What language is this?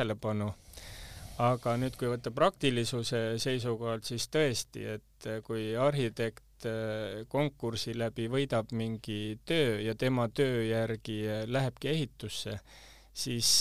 Estonian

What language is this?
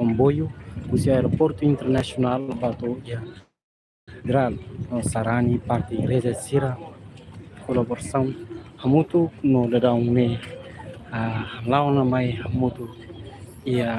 Tetum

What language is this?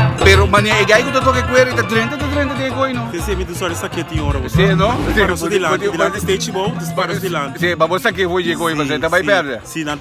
Papiamento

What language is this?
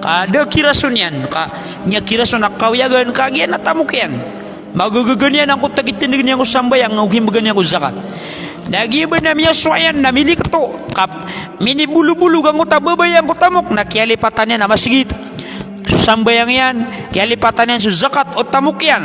Maranao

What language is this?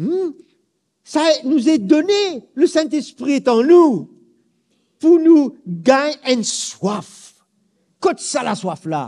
Morisyen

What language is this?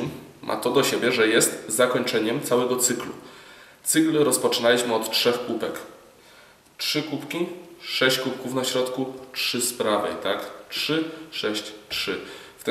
Polish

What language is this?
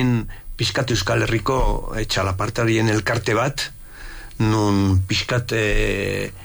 Basque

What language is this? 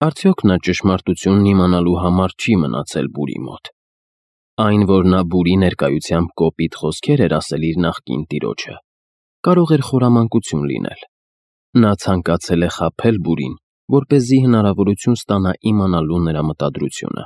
Armenian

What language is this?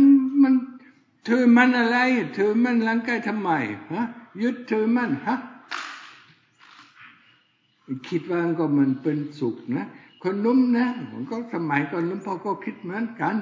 Thai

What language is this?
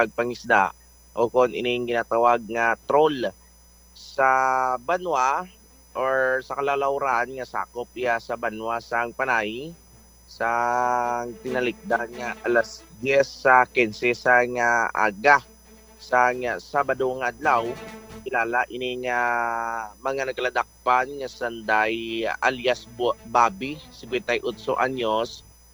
Hiligaynon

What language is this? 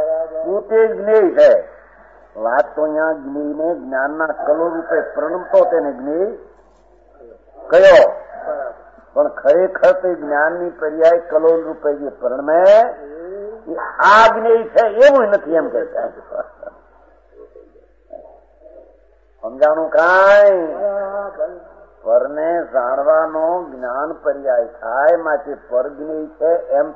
Gujarati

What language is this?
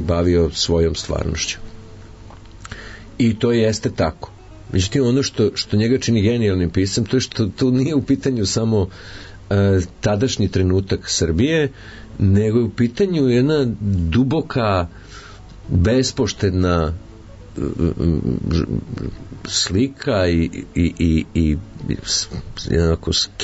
Serbian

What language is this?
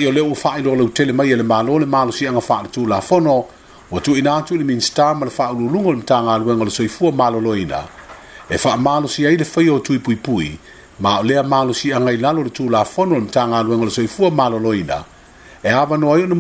Samoan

